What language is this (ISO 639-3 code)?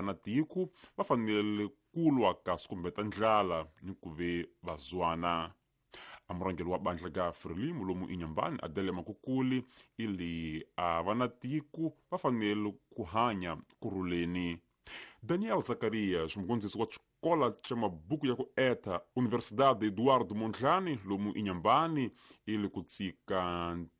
tso